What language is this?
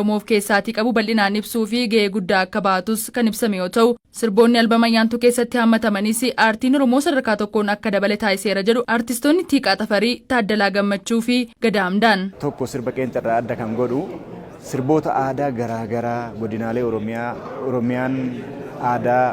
Oromo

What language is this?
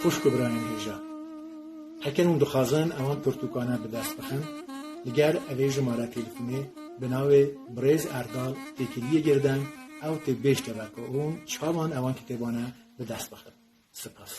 Kurdish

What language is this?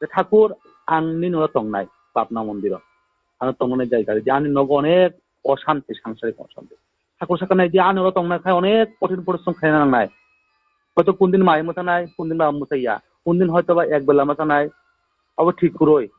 Kok Borok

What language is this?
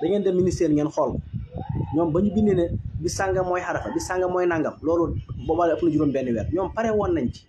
Wolof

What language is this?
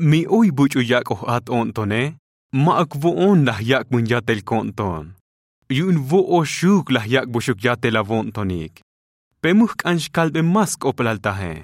Tzotzil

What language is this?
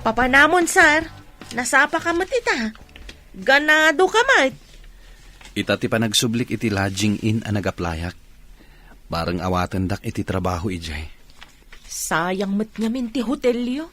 Iloko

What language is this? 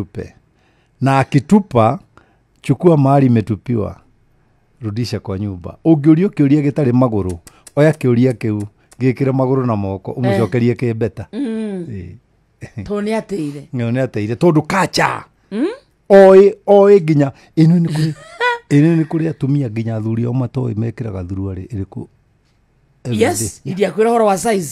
Kikuyu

